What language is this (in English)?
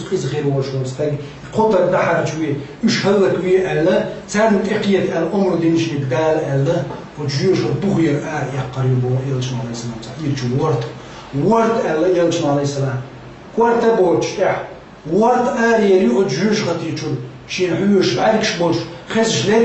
Chechen